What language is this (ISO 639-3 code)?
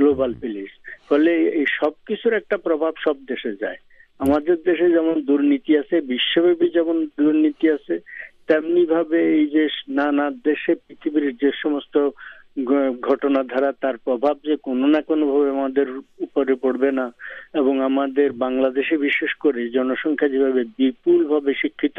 ben